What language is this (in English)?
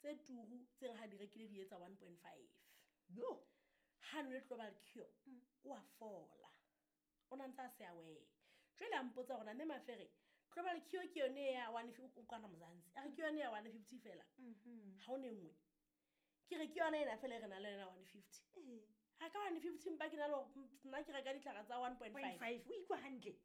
Southern Sotho